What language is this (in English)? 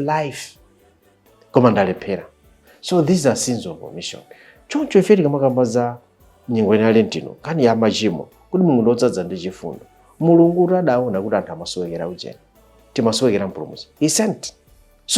Nyanja